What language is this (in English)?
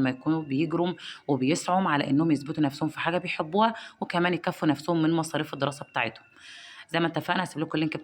Egyptian Arabic